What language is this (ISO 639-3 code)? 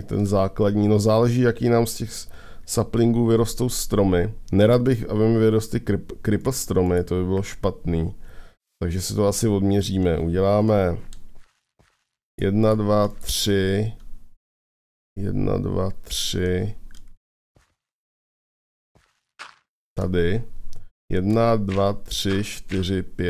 ces